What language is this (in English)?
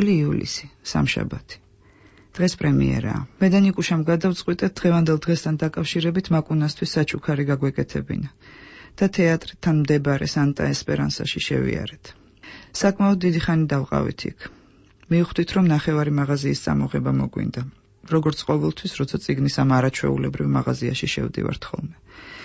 Georgian